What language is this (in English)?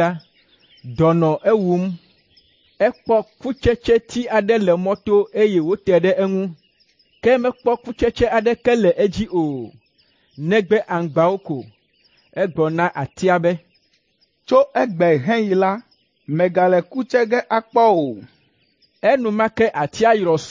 Ewe